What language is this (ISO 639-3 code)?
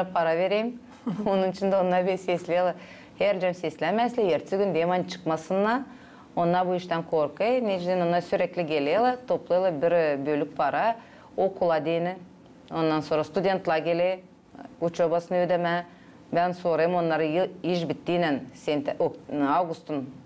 gag